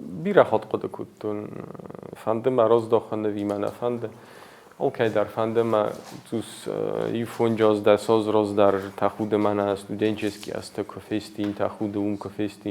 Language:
Ossetic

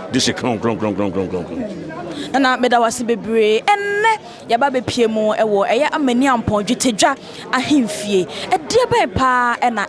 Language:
Akan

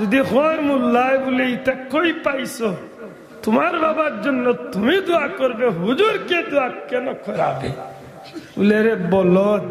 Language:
Sylheti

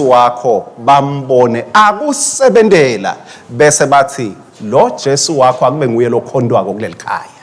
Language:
Swati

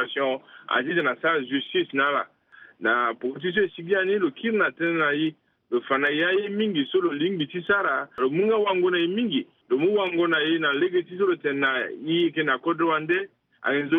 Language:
Sango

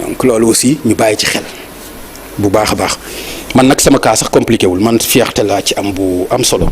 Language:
Wolof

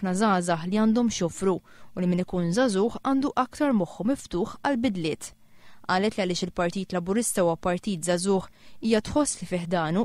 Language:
Maltese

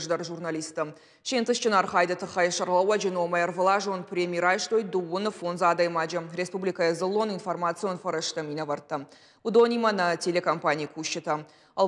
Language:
Ossetic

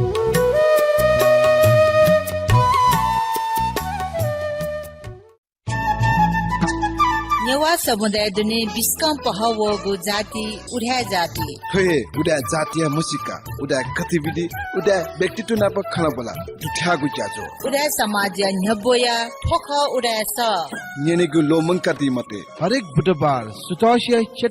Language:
Newari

